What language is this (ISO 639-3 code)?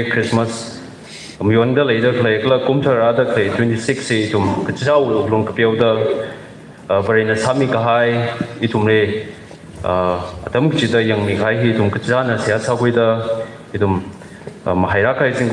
nmf